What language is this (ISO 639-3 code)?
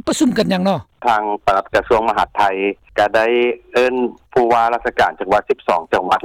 lao